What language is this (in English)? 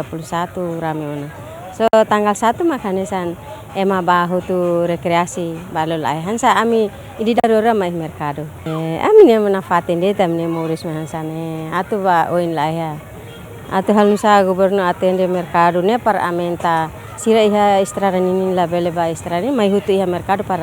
Tetum